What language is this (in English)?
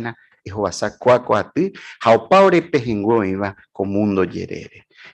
Guarani